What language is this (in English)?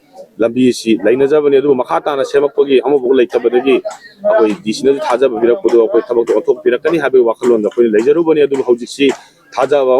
Manipuri